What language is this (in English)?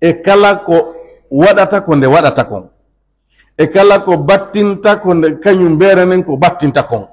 Pular